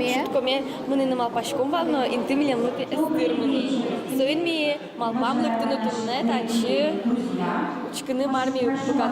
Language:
Udmurt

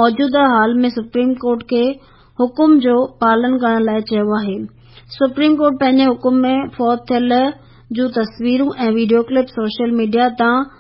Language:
Sindhi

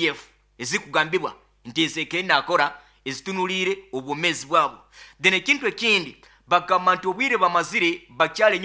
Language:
Nyoro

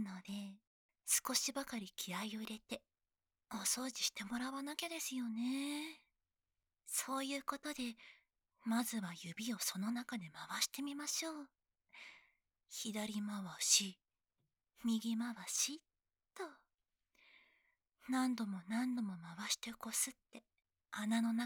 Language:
Japanese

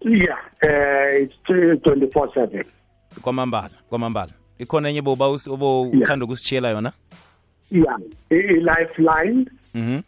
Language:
South Ndebele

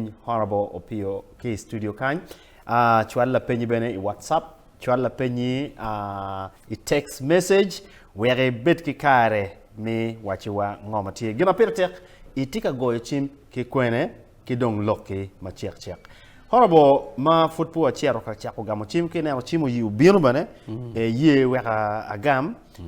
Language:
Acoli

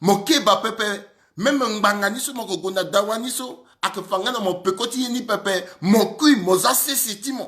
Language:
Sango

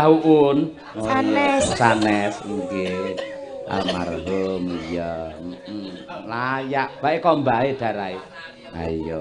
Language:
Javanese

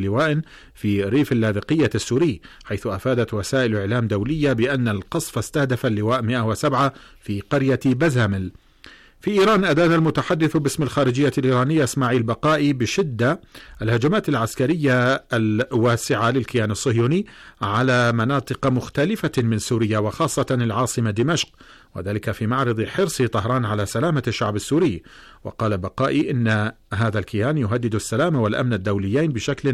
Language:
Arabic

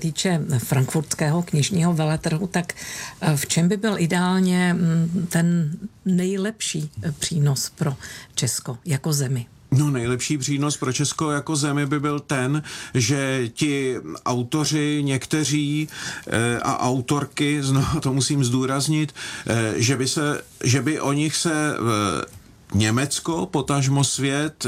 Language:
Czech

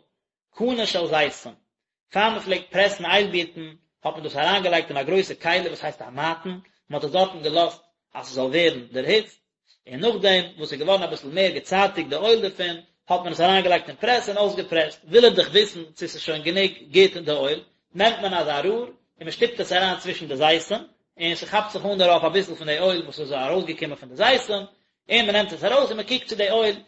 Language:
Yiddish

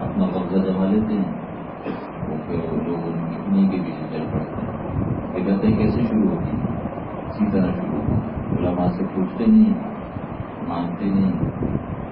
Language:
Urdu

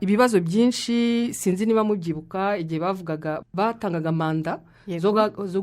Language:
Kinyarwanda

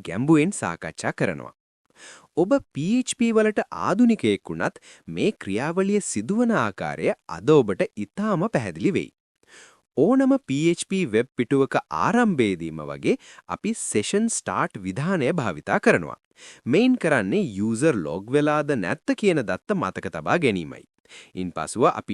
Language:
Sinhala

